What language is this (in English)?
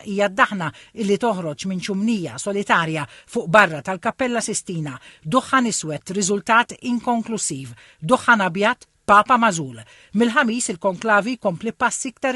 Maltese